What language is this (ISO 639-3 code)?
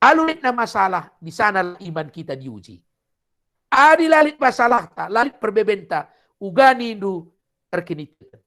btx